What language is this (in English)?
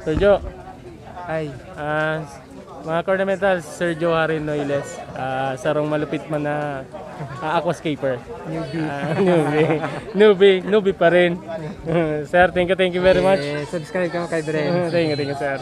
Bikol